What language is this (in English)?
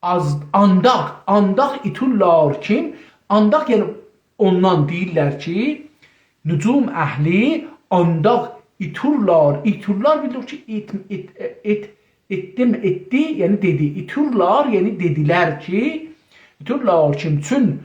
South Azerbaijani